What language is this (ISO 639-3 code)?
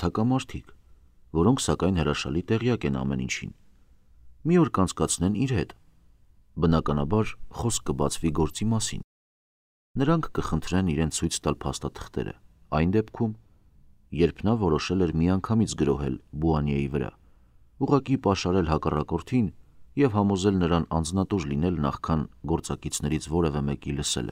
hye